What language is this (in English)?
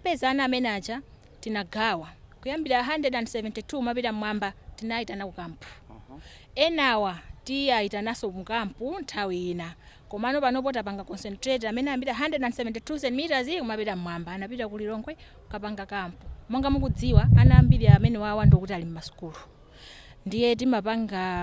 Nyanja